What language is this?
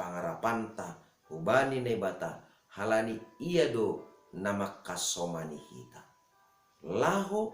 Batak Simalungun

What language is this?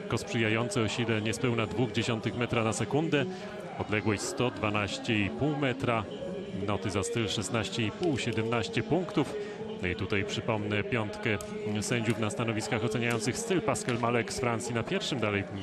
Polish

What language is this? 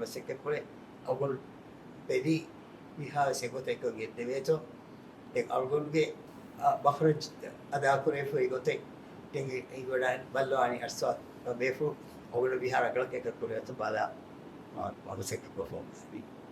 Divehi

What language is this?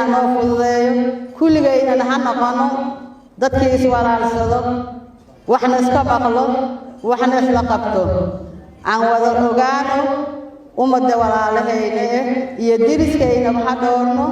Somali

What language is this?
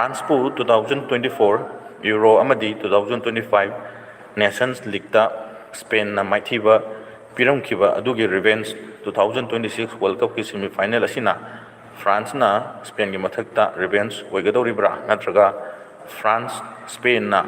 Manipuri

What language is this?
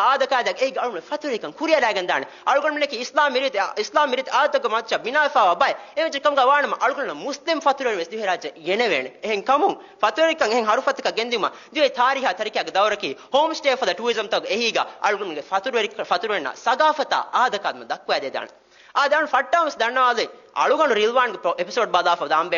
Divehi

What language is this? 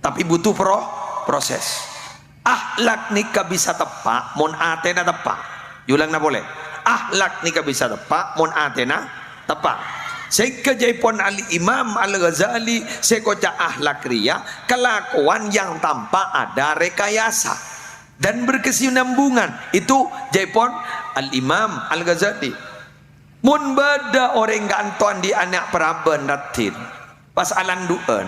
Madurese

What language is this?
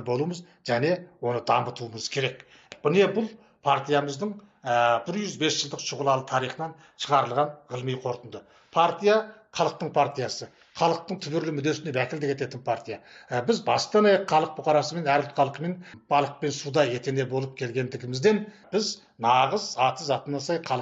Kazakh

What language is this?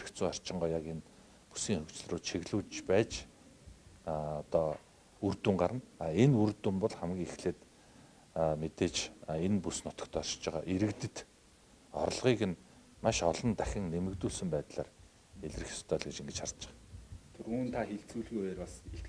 Mongolian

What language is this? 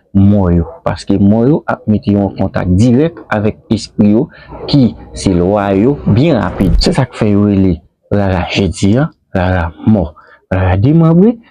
Haitian Creole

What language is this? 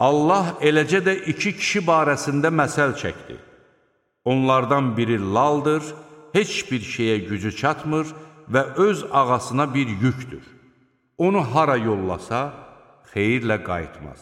Azerbaijani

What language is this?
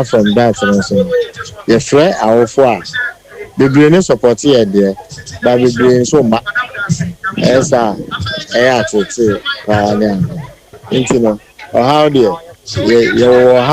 Akan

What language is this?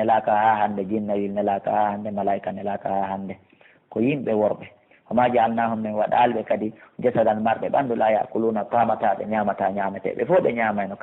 Fula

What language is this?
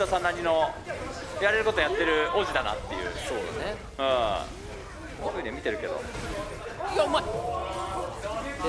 Japanese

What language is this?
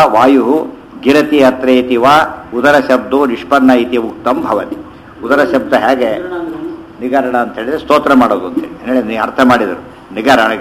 Kannada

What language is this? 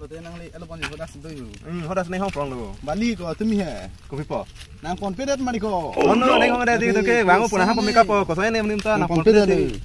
Karbi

